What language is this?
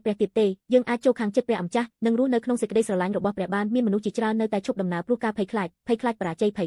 Khmer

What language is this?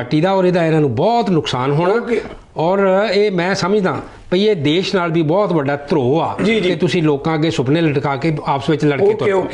Punjabi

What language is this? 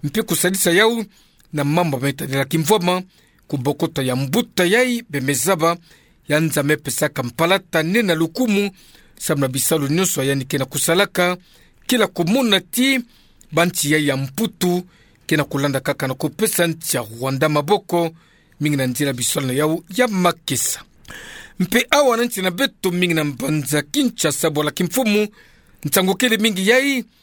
Kituba (Democratic Republic of Congo)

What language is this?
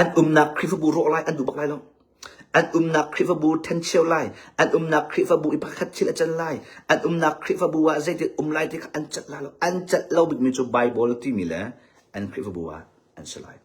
Hakha Chin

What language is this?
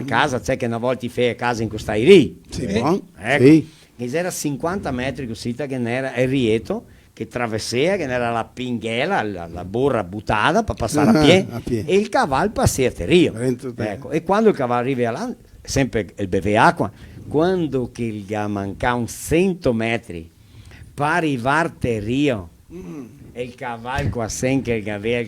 Venetian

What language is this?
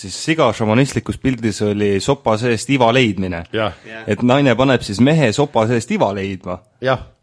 Estonian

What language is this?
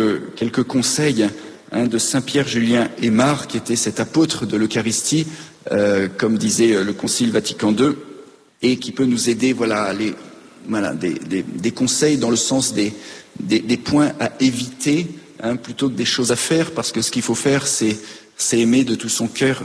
French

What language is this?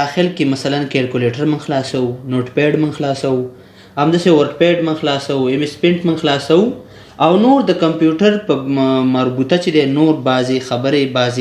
Pashto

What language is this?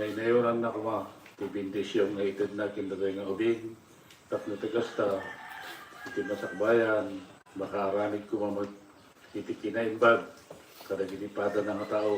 Iloko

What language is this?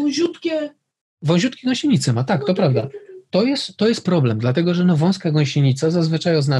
Polish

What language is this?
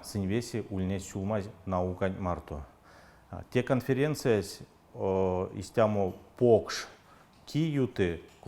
Erzya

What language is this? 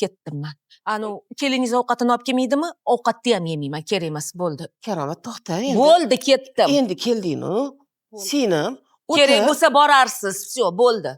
Uzbek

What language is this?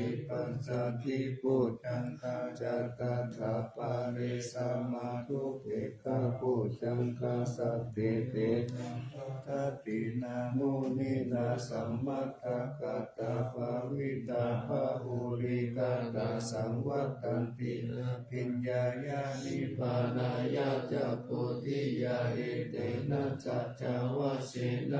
Pali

